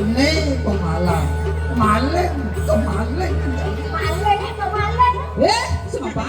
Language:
Balinese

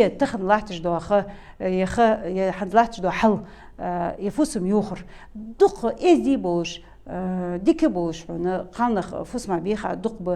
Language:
Ingush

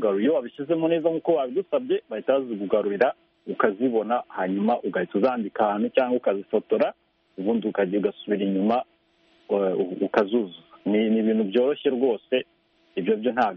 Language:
Kinyarwanda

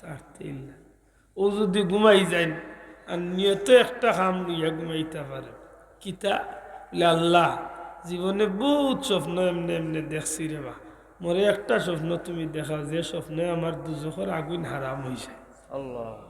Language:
Sylheti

